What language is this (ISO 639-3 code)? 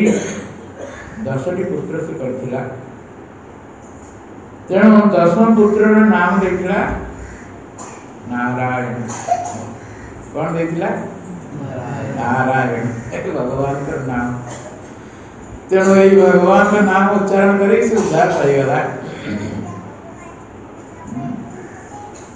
ori